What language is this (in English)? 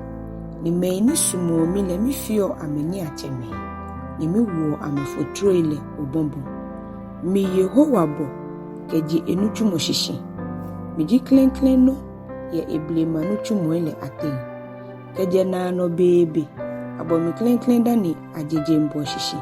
Ga